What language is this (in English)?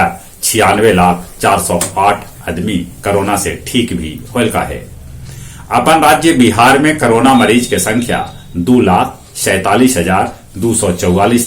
Magahi